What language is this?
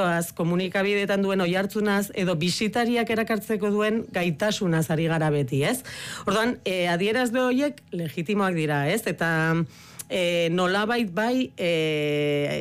Basque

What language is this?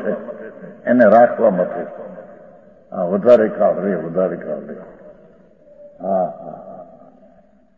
Gujarati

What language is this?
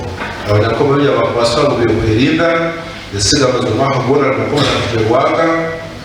Nyankole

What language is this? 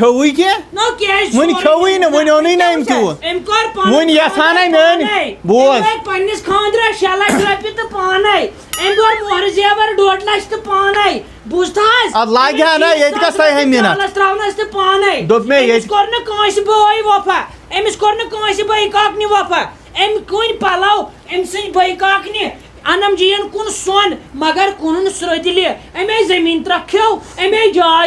Kashmiri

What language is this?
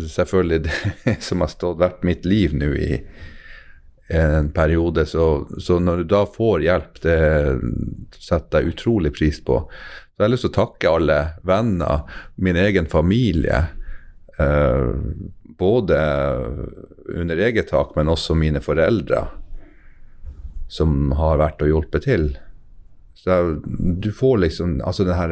Norwegian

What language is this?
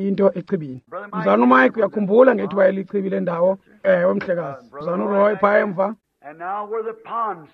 Xhosa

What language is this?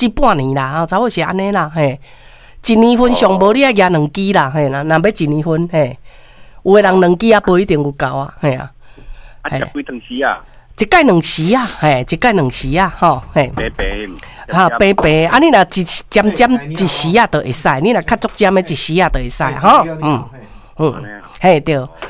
Min Nan Chinese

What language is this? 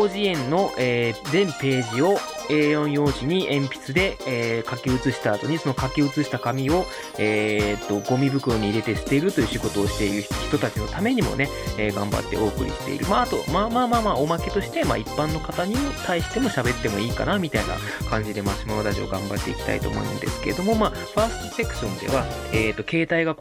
Japanese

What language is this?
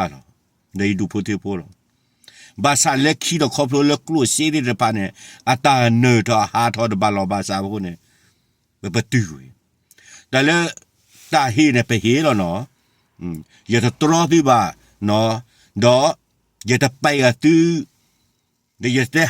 S'gaw Karen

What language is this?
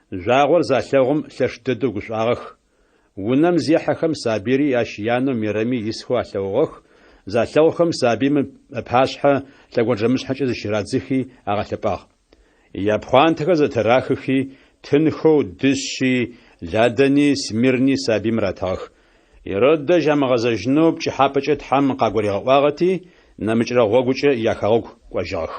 Adyghe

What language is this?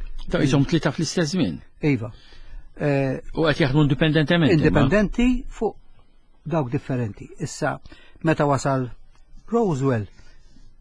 Maltese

